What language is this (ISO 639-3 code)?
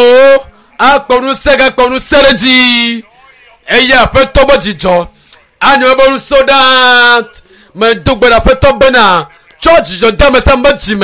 ewe